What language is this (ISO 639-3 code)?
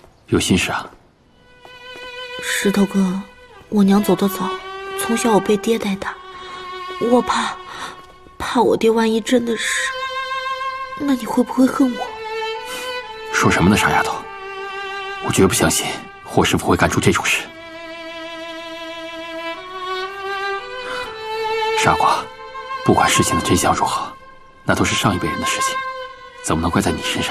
zho